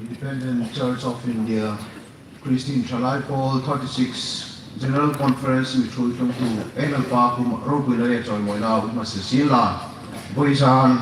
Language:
Hmar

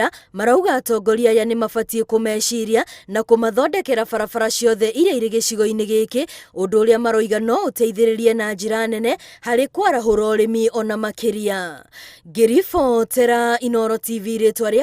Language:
Kikuyu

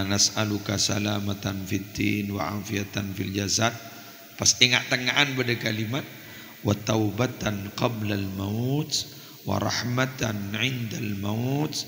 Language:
Madurese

